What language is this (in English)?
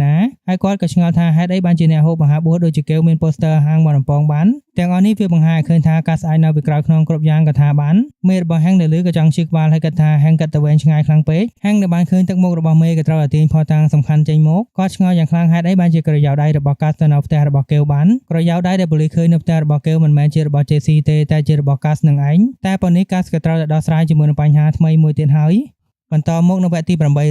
Khmer